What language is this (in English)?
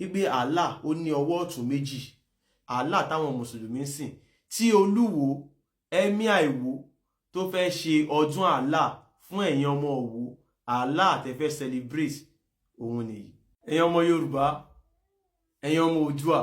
Yoruba